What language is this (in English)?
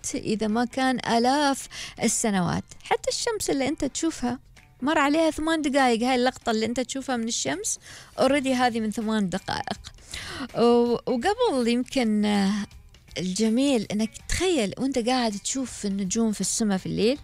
Gulf Arabic